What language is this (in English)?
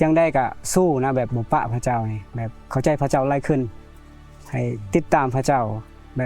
Lao